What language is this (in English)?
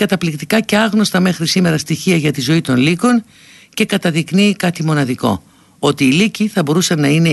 Greek